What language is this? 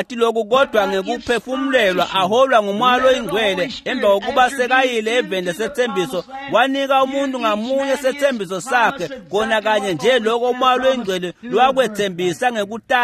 Swati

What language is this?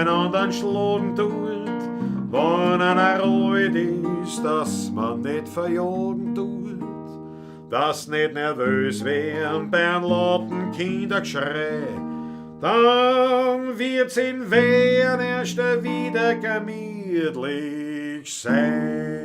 Bavarian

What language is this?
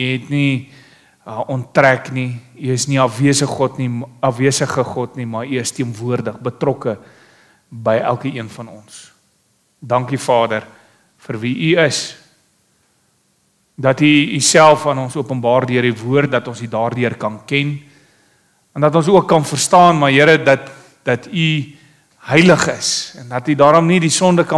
Afrikaans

